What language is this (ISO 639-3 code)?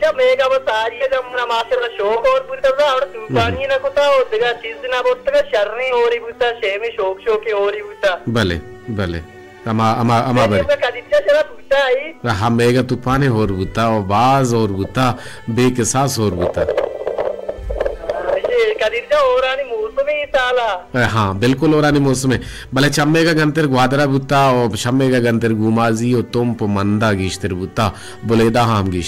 bal